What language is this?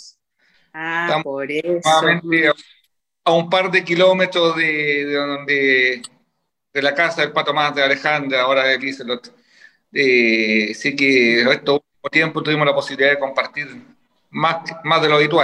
Spanish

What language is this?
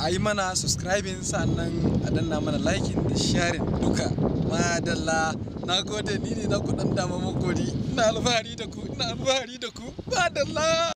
Hausa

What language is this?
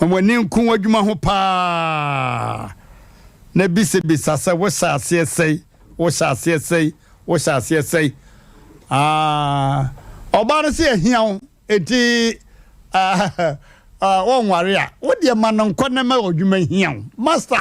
Akan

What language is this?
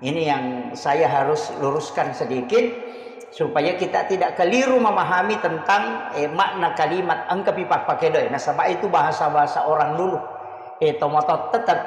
Buginese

